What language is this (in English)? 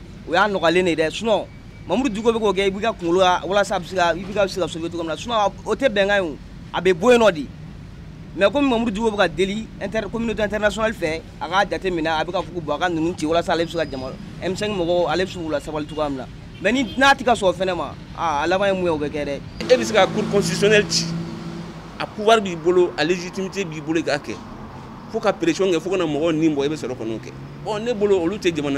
Bambara